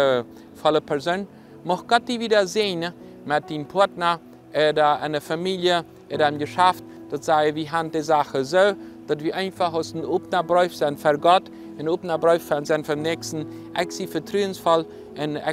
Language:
Plautdietsch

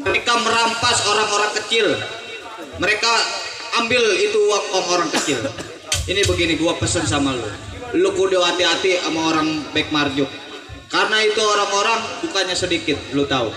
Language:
Betawi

